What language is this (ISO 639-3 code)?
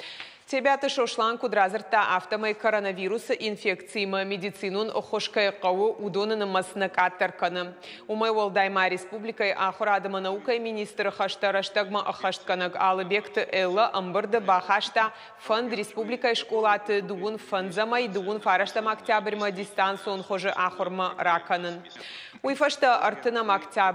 oss